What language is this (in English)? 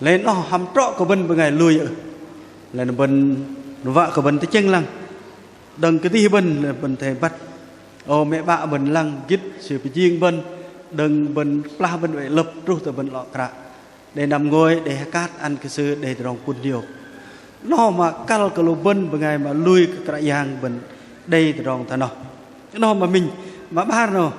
Bahnar